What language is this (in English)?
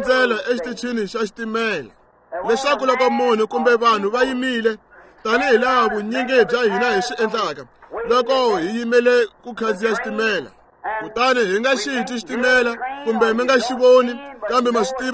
Tsonga